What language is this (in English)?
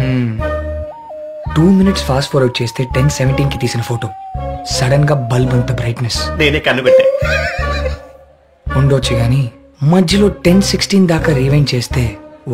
Telugu